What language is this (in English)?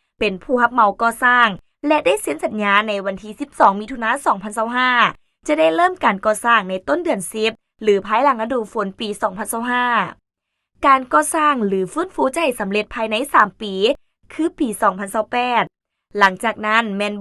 Lao